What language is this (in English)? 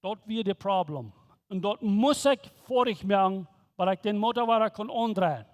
Plautdietsch